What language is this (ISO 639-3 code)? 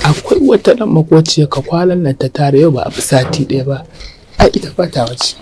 hau